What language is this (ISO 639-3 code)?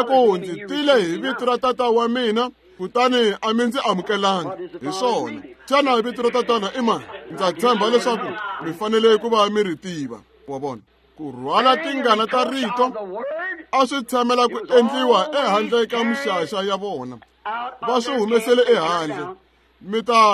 tso